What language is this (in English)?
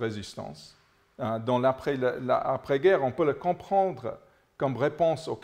French